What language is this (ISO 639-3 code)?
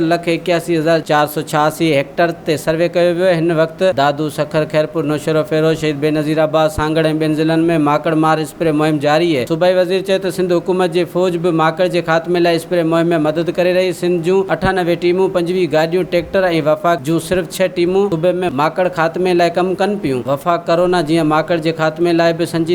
snd